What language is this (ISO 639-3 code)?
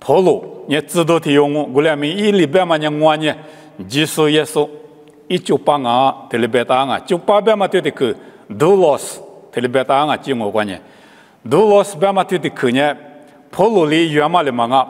lis